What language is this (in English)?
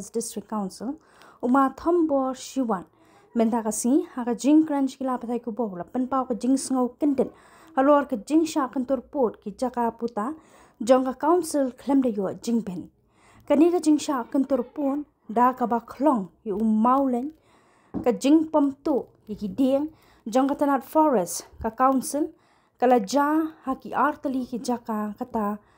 Khasi